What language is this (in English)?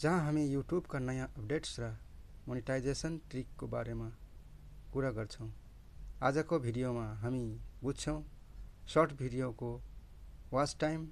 Nepali